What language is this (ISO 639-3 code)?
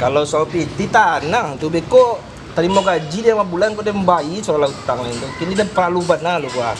min